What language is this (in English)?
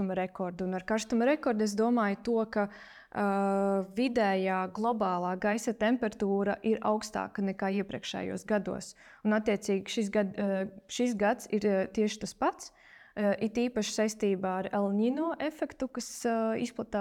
Latvian